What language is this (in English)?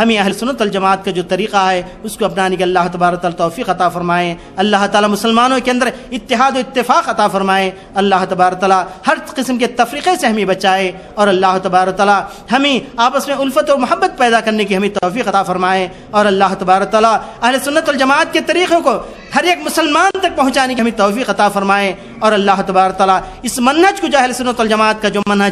Urdu